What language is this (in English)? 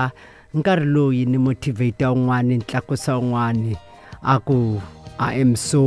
Tsonga